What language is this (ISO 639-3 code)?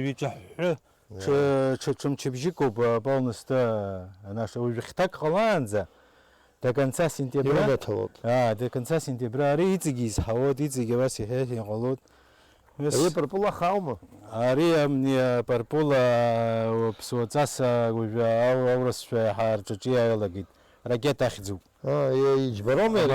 abk